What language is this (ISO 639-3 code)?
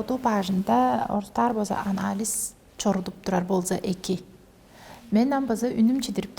tyv